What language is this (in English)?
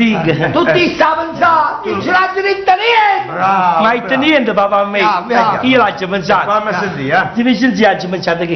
Neapolitan